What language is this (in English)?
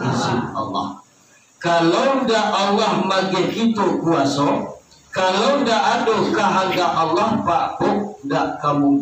Minangkabau